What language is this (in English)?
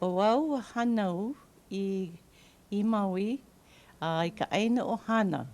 Hawaiian